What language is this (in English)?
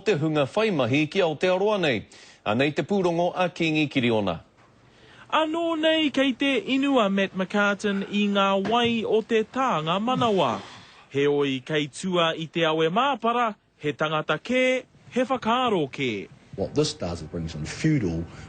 Māori